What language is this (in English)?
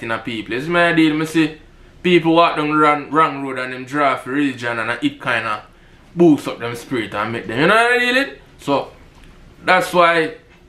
Jamaican Creole English